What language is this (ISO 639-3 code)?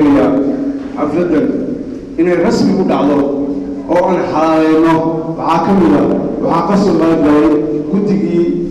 som